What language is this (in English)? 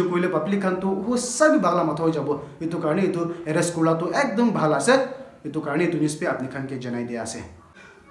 Naga Pidgin